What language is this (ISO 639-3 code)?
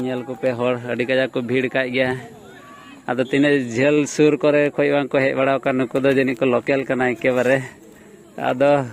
sat